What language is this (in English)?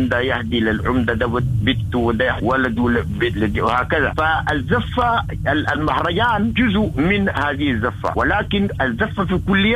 Sudanese Arabic